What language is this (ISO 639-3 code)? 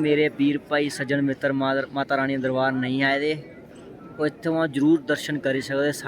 doi